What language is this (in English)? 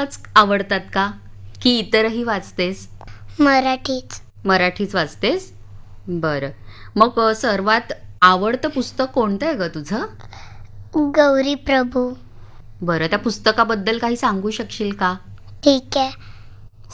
Marathi